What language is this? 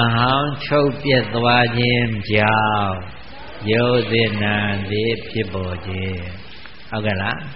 Burmese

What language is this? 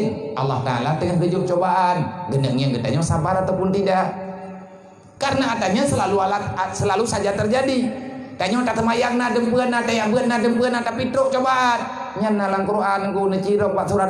Achinese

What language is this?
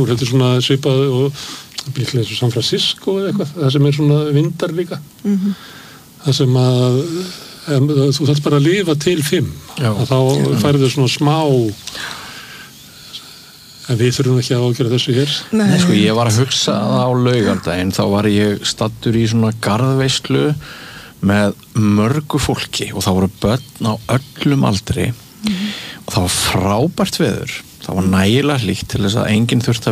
Icelandic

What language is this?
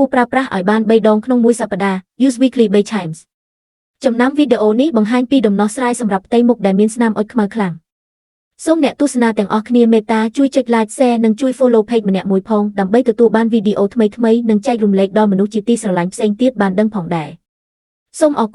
Khmer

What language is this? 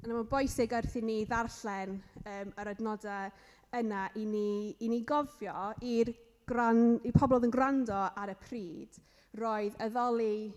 Welsh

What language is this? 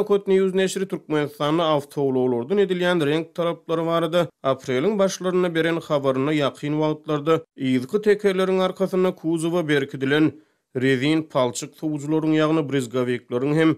Turkmen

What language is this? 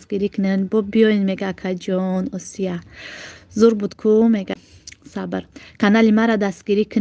Tajik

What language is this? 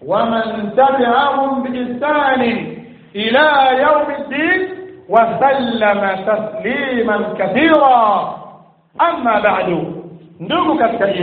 Swahili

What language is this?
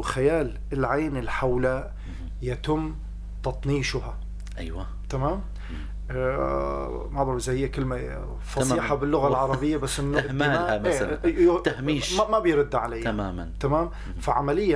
North Levantine Arabic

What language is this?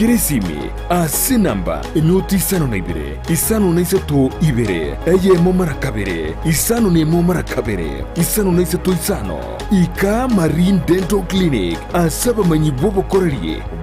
Gusii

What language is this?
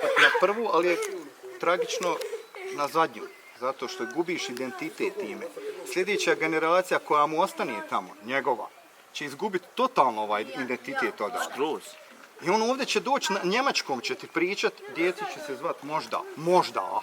Bosnian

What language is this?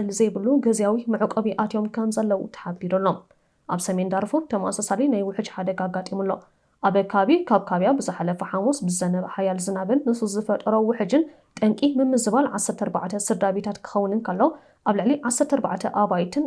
Tigrinya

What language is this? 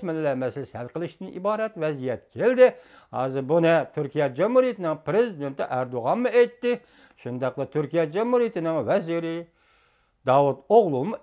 Uyghur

